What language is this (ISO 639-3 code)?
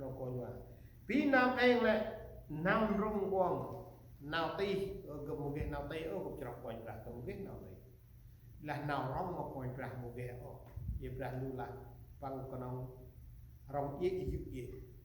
cmo